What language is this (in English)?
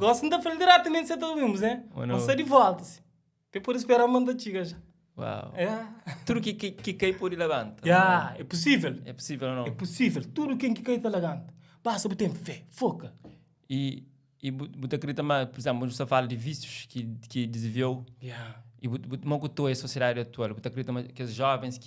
Kabuverdianu